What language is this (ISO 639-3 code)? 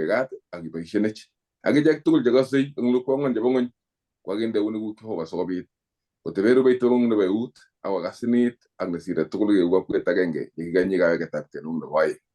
kln